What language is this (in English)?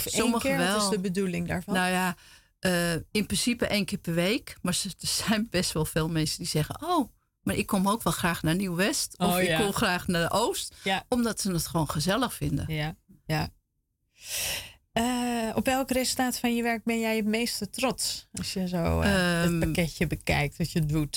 Dutch